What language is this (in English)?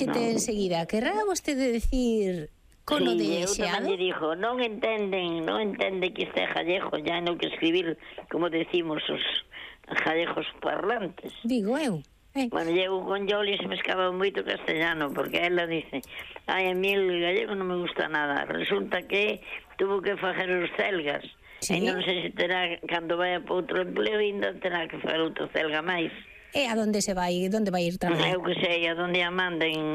Galician